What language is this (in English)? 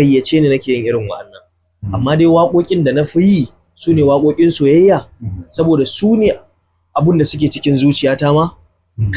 Hausa